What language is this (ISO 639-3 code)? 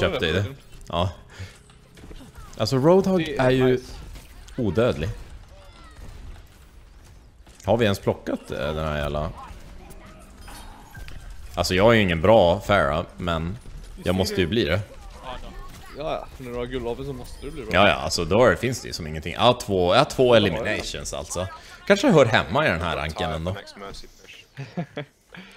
swe